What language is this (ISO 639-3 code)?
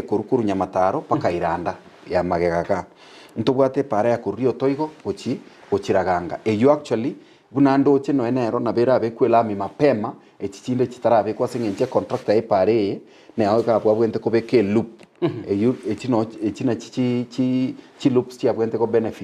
guz